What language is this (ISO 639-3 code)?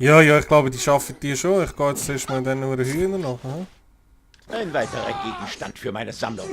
gsw